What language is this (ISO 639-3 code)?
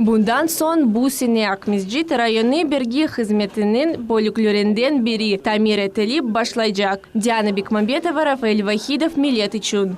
crh